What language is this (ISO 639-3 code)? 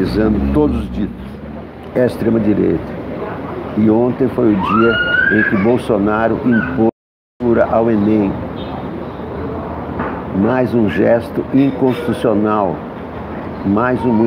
por